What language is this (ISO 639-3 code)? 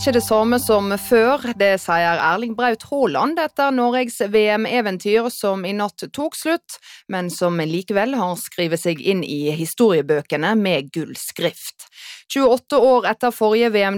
nor